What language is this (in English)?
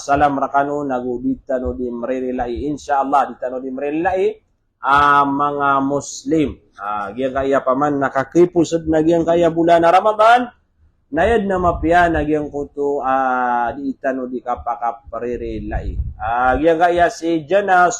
Maranao